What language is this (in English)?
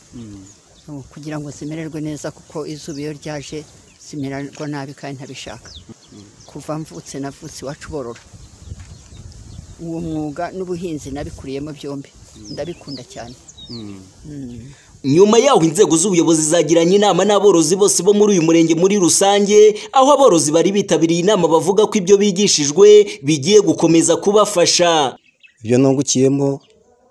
Kinyarwanda